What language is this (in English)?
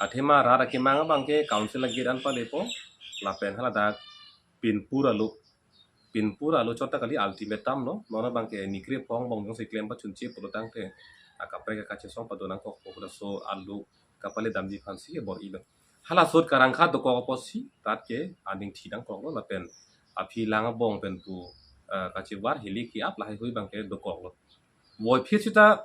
Karbi